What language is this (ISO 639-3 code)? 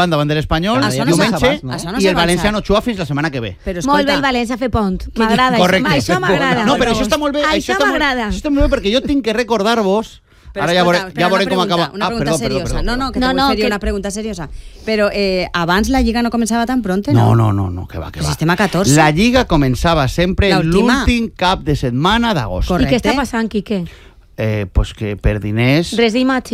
cat